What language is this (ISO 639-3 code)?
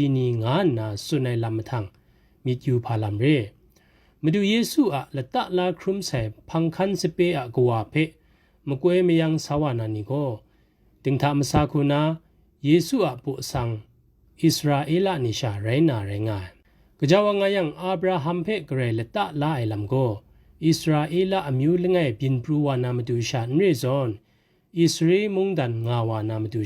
kac